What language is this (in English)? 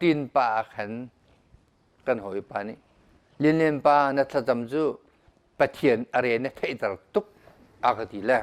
Hakha Chin